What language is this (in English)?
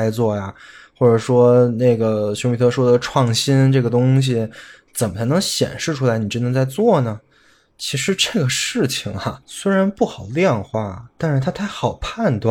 Chinese